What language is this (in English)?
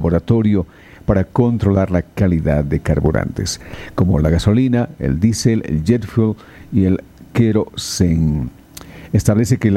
Spanish